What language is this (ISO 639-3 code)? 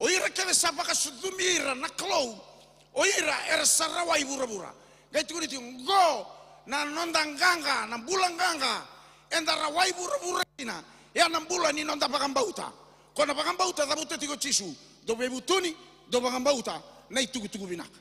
fij